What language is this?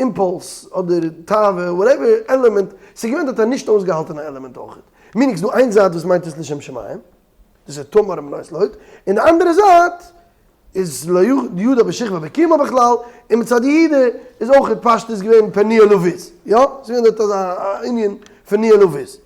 Yiddish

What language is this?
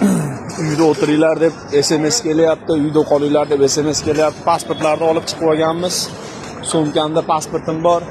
Uzbek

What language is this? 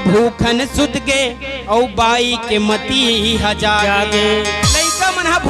Chhattisgarhi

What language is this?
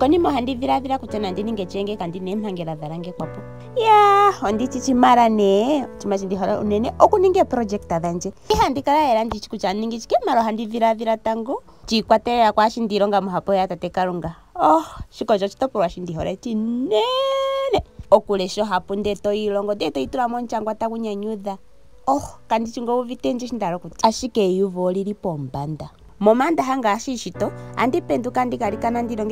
Ndonga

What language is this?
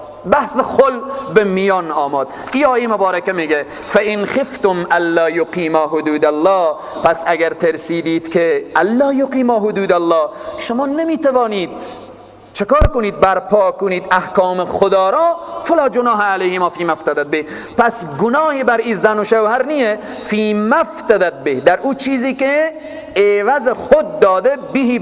Persian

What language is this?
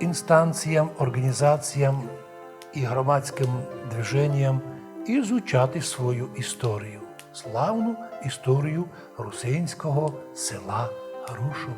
Rusyn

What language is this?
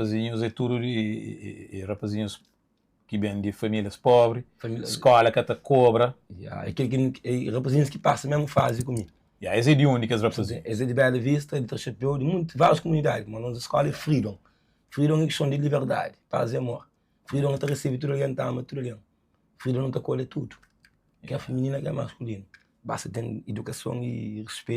Kabuverdianu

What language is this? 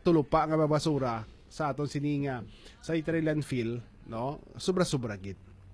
Hiligaynon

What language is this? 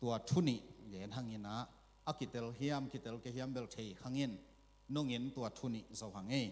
Tedim Chin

